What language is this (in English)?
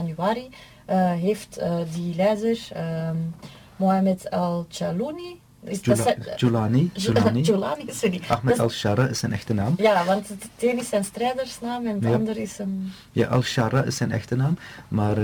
Dutch